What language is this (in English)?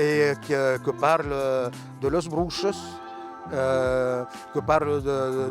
Occitan